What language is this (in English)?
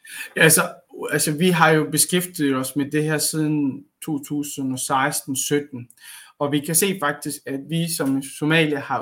Danish